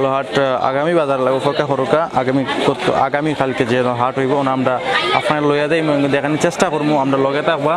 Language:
Sylheti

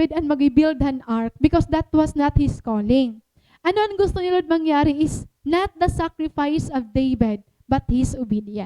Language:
Waray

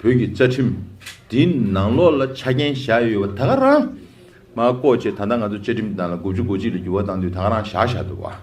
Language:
Tibetan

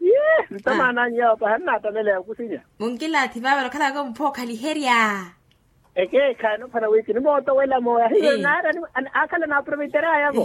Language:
Makhuwa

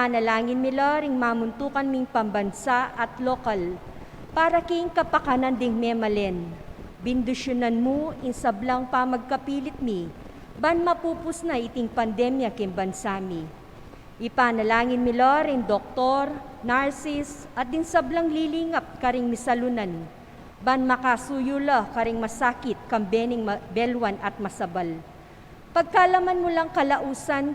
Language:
Pampanga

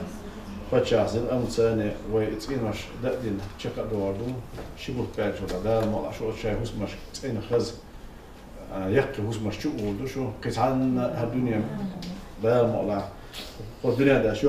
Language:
Chechen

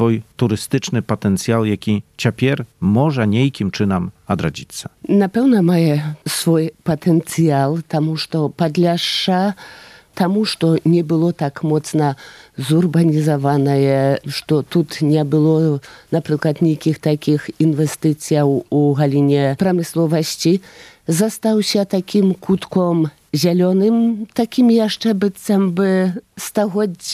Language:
Belarusian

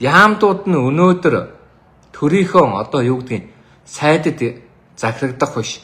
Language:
Mongolian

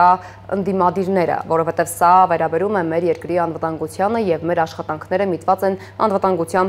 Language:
Armenian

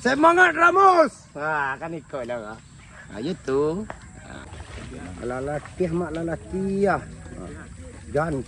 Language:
Minangkabau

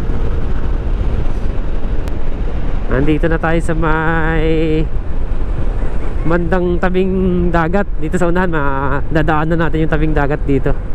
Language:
Filipino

